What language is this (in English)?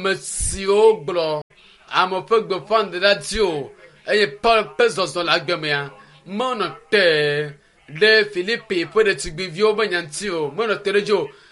Ewe